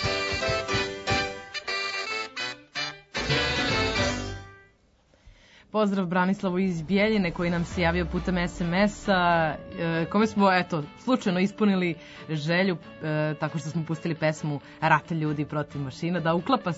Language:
Serbian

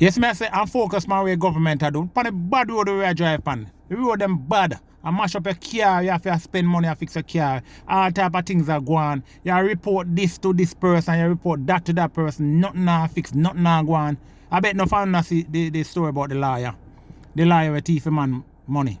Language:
Jamaican Creole English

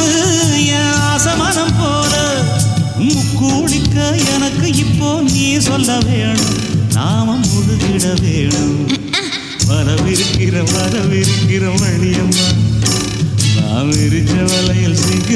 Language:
Tamil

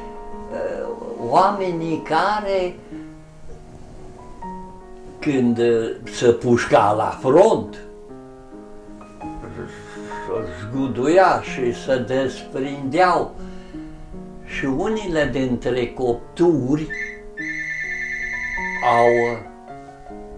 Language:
Romanian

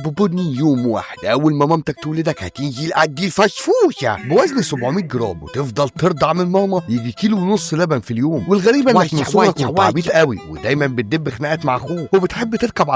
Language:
Egyptian Arabic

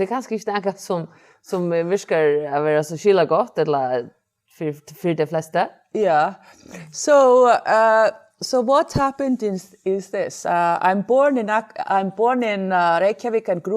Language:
Faroese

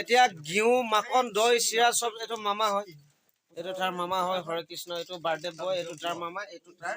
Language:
Assamese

